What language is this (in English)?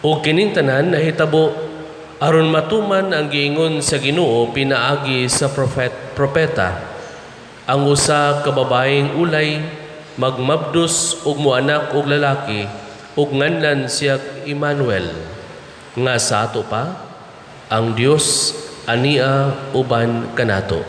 Cebuano